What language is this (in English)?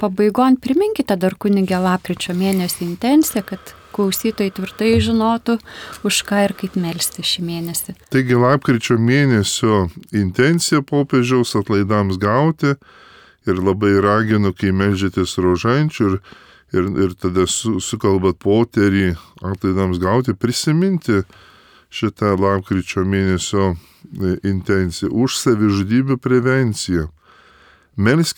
Lithuanian